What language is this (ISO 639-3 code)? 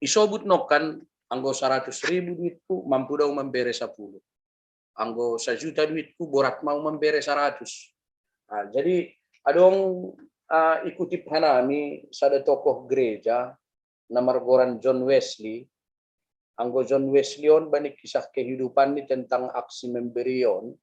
bts